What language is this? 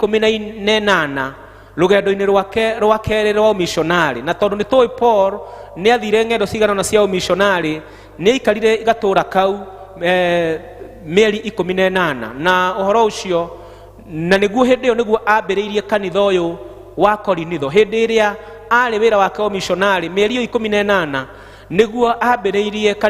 Kikuyu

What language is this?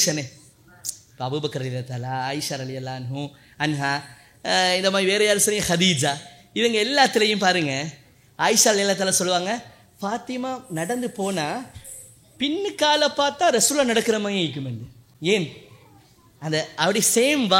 Tamil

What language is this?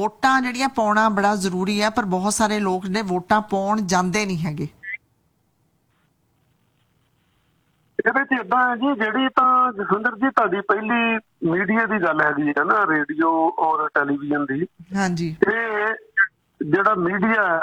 Punjabi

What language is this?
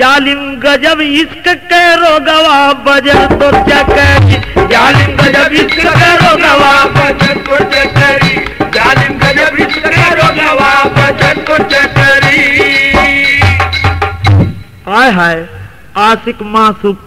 Bhojpuri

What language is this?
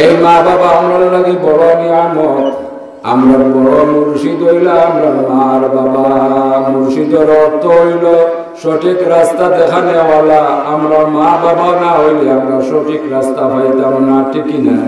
Sylheti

